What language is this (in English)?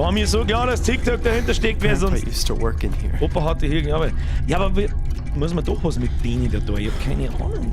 Bavarian